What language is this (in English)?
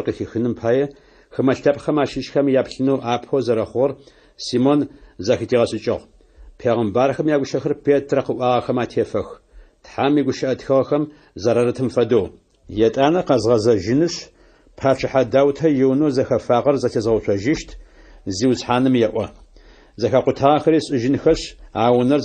Adyghe